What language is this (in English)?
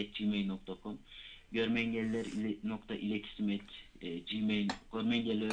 Turkish